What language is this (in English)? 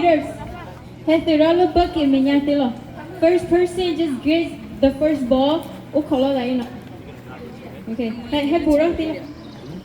S'gaw Karen